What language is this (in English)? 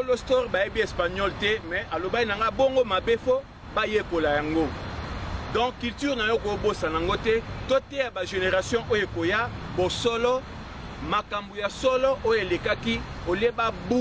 Lingala